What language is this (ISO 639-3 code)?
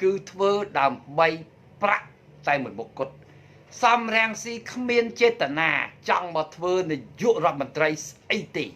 khm